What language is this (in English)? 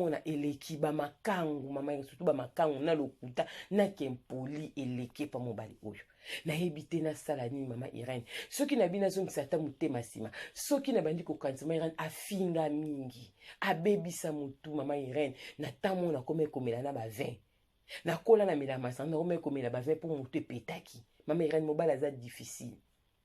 Lingala